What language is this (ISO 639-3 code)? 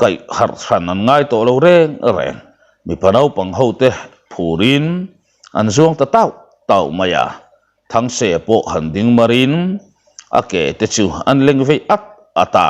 lus